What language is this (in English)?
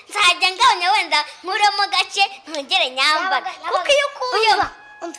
Kinyarwanda